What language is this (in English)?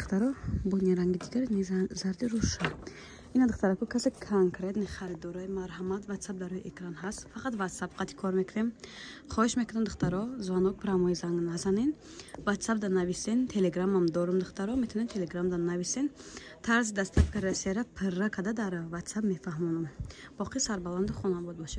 Tajik